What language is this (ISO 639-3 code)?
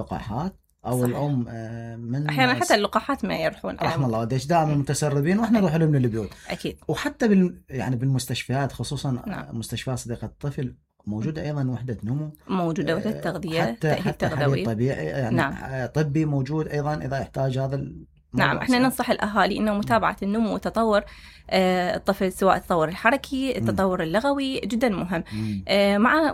acm